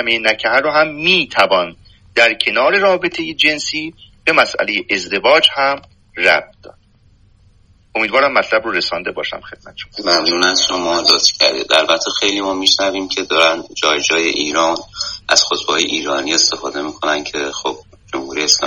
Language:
Persian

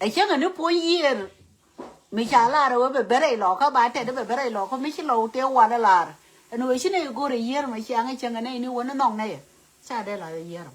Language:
Nuer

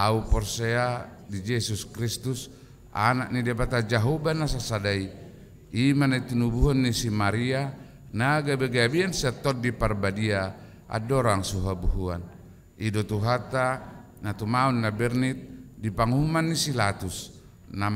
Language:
Batak Toba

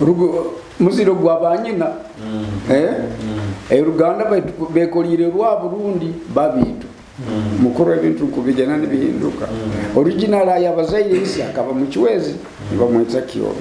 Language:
Nyoro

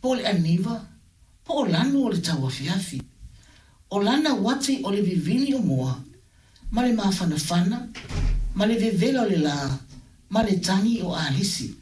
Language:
Samoan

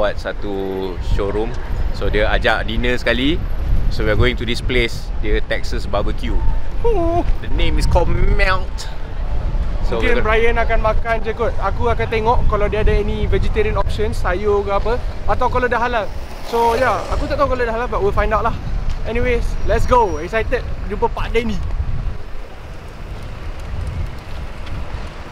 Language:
Malay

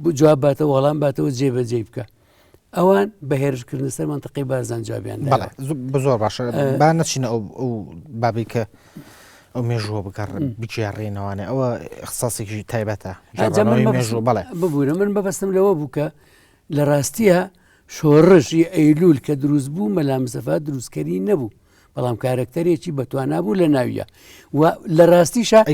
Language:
Central Kurdish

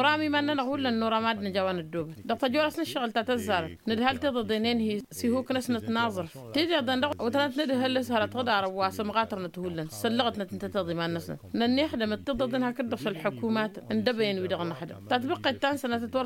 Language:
Tamasheq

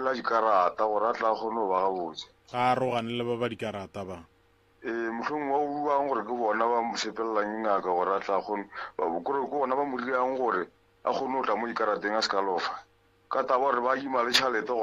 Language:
Northern Sotho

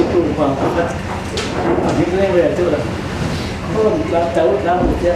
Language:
Falam Chin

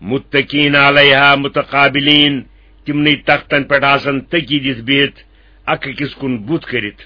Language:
Kashmiri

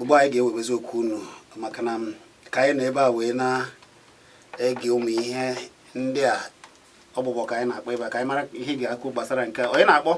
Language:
Igbo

